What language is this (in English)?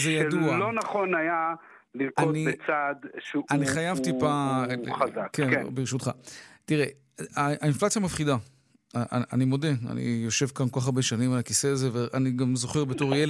Hebrew